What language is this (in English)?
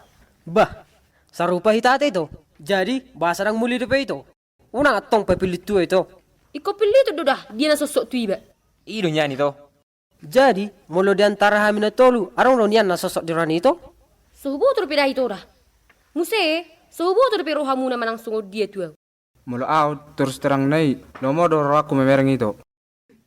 Batak Toba